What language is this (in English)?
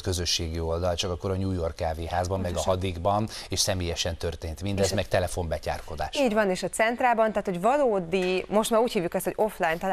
Hungarian